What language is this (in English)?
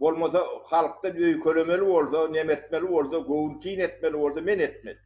Turkmen